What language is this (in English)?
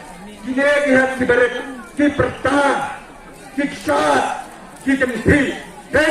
Khasi